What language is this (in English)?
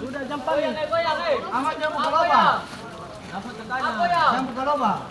Ambonese Malay